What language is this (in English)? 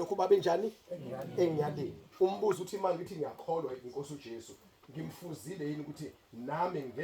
Zulu